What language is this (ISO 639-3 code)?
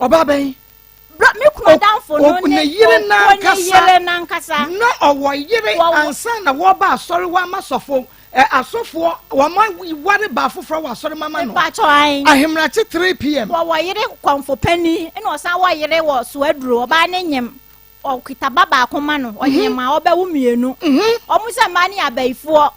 aka